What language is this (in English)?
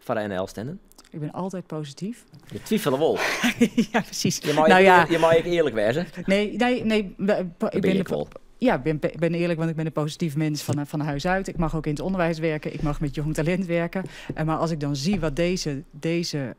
Western Frisian